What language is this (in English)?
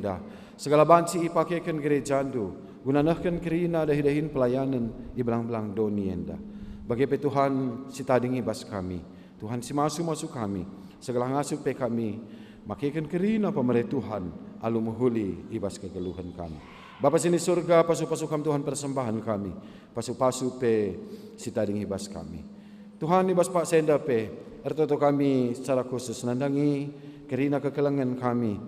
Batak Karo